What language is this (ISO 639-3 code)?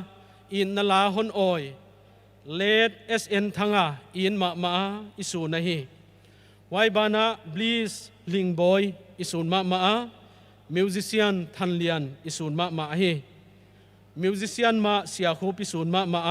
pck